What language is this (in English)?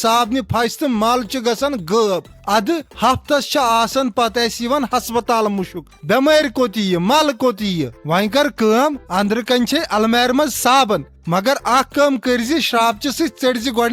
Kashmiri